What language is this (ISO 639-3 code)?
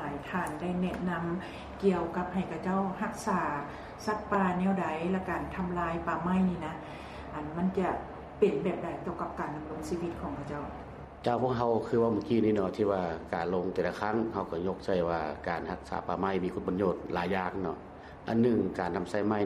lao